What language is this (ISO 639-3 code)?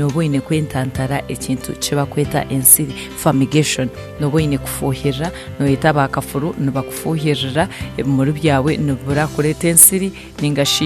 nyn